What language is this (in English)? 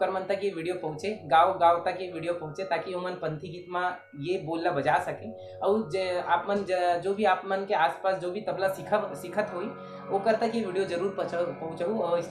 Chhattisgarhi